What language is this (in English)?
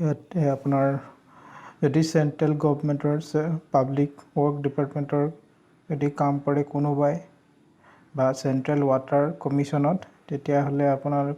Assamese